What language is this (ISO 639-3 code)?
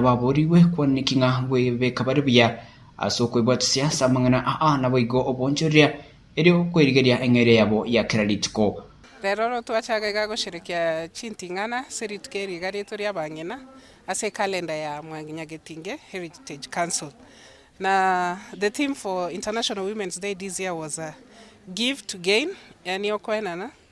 guz